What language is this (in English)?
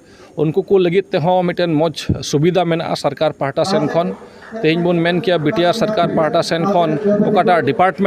Santali